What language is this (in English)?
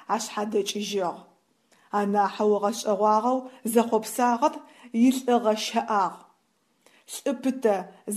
Adyghe